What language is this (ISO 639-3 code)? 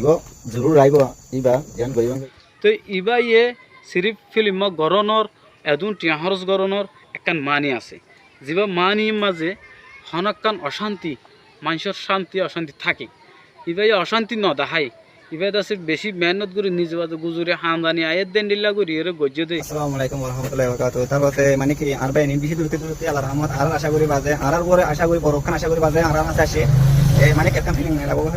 rhg